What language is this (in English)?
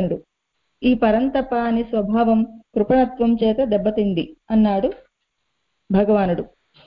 Telugu